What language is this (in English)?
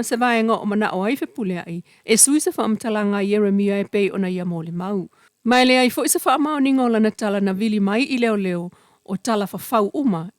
Samoan